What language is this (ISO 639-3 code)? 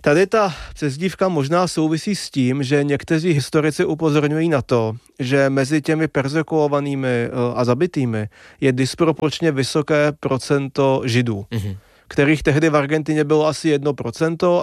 ces